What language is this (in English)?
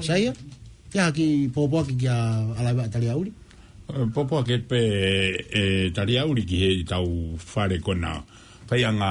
Tongan